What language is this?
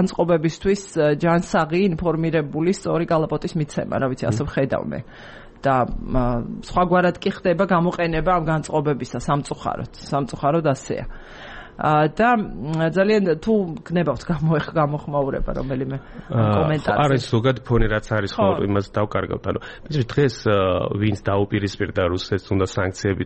Georgian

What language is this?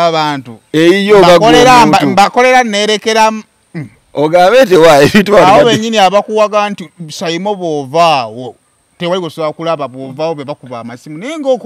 Ganda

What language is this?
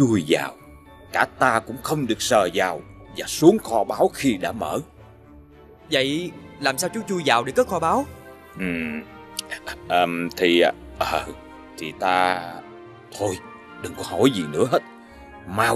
Vietnamese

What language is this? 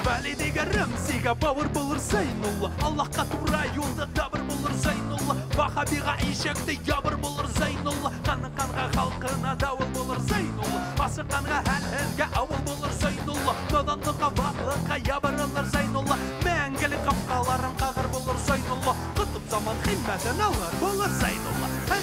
Bashkir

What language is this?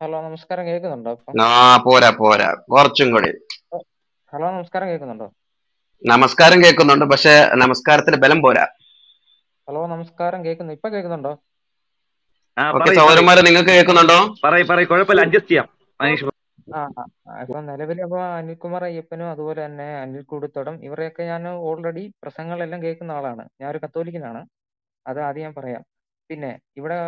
Malayalam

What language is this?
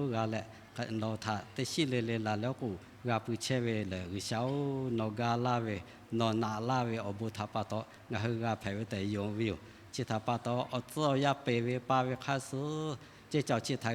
Lahu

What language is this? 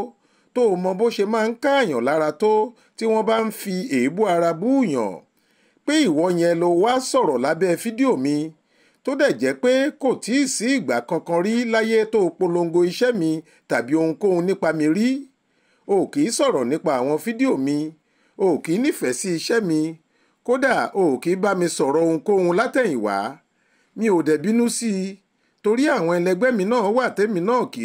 Yoruba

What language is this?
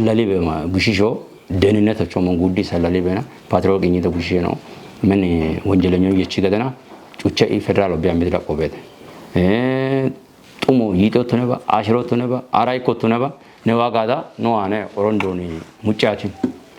Kafa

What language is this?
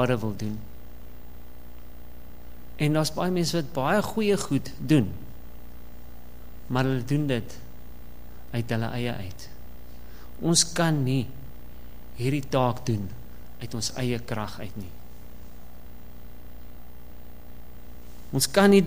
Afrikaans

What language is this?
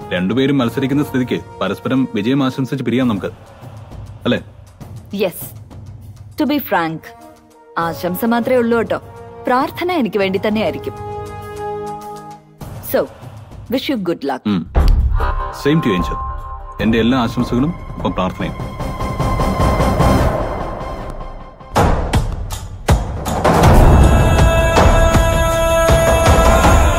Malayalam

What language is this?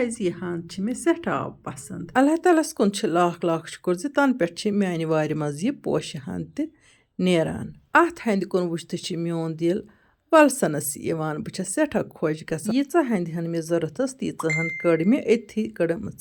Kashmiri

